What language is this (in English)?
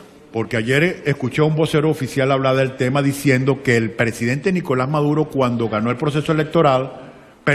Spanish